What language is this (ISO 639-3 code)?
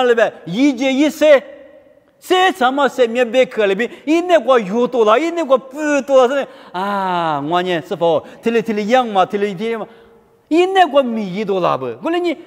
lis